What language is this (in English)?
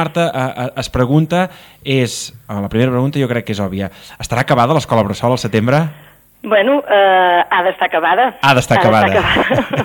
Catalan